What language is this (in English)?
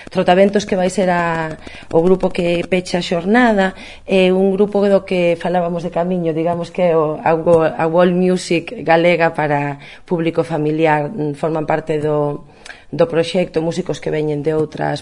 Galician